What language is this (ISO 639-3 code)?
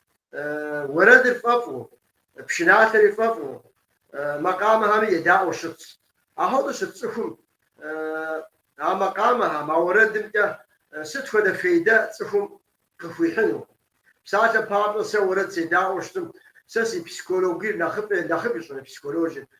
kbd